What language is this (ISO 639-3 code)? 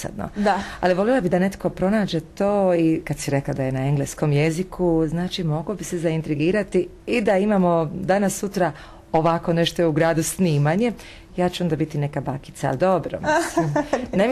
hrv